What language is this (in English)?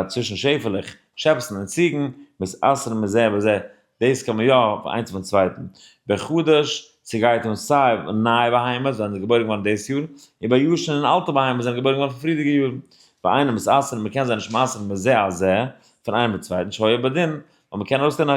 Yiddish